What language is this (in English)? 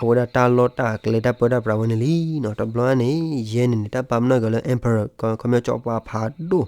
S'gaw Karen